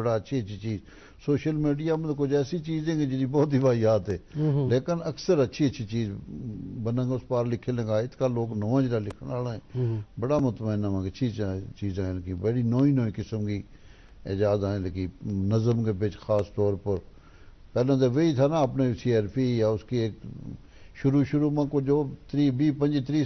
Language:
Gujari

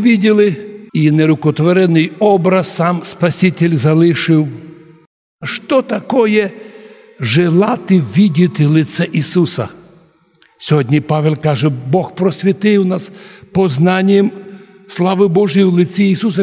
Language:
Rusyn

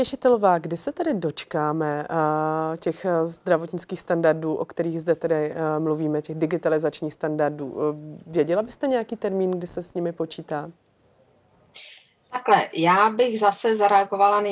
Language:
Czech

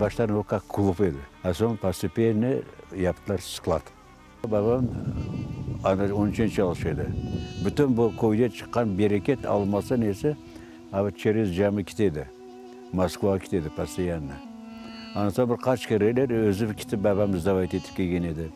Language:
Crimean Tatar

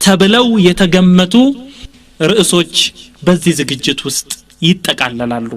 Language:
Amharic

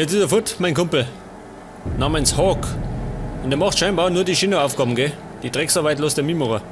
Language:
Bavarian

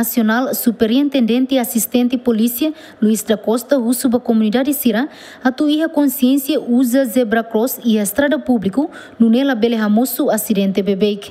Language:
Tetum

